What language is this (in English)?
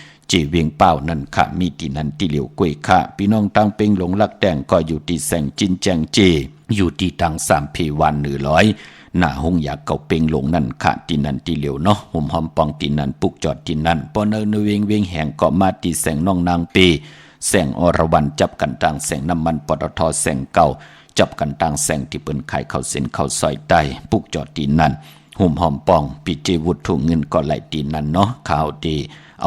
Shan